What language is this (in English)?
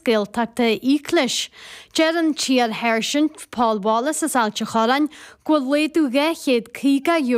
Irish